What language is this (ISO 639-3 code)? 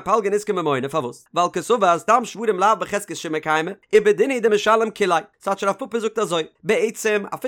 yid